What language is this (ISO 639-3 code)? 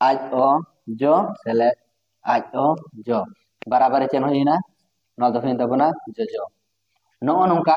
sat